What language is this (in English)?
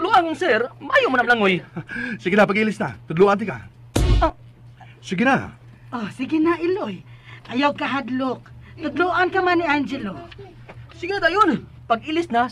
Cebuano